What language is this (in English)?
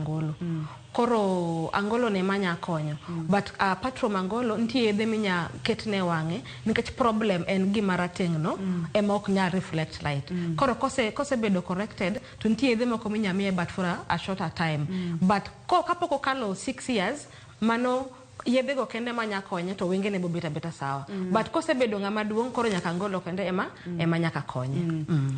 Luo (Kenya and Tanzania)